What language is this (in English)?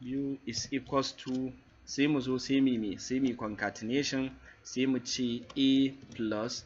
Hausa